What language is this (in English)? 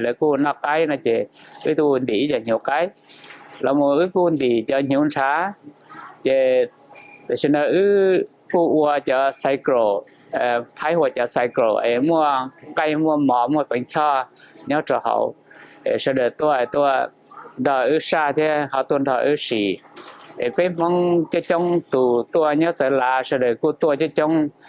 Hmong